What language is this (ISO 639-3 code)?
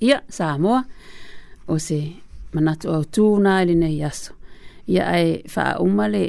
smo